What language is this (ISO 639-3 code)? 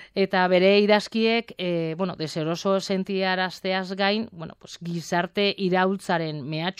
eus